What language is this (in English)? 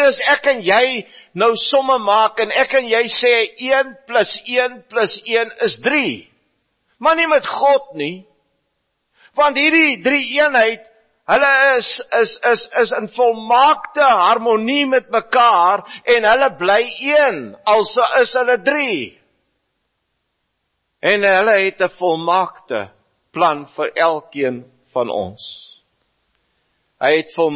Afrikaans